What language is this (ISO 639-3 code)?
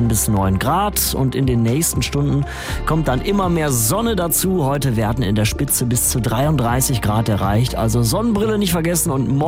deu